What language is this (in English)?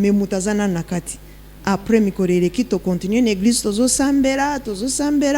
Lingala